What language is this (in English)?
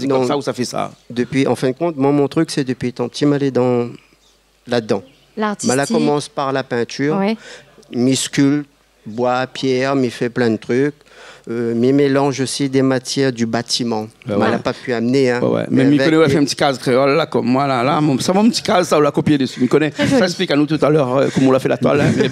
Réunion Creole French